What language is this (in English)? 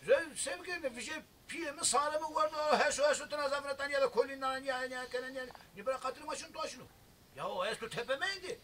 Zaza